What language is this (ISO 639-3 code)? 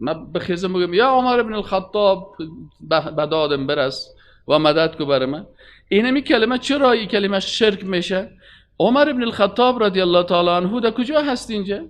fas